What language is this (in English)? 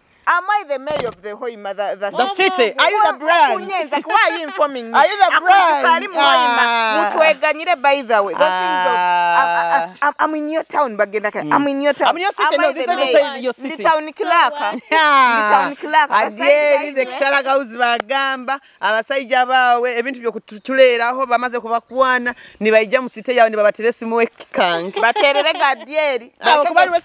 Nyoro